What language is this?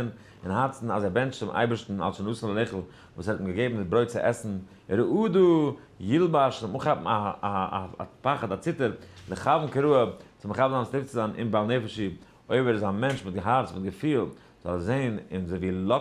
Yiddish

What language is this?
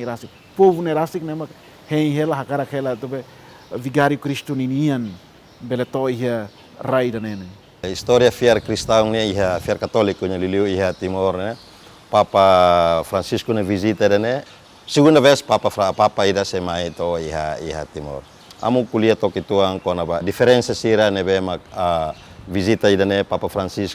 Tetum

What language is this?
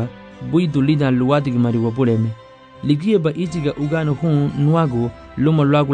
Garifuna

